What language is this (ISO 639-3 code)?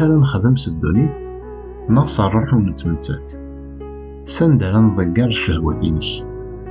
kab